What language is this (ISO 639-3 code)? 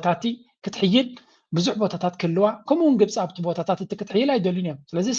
tir